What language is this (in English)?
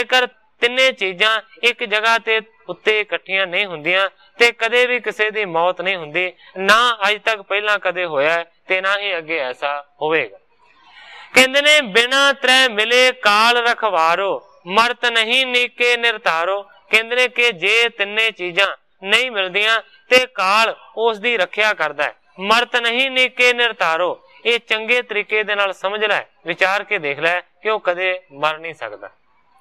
Punjabi